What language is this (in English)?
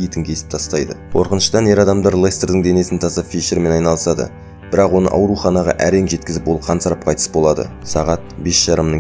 Kazakh